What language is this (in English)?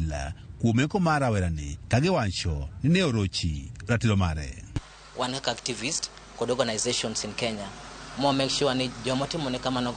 Luo (Kenya and Tanzania)